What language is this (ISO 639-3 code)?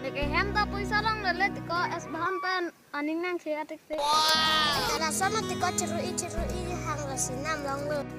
mjw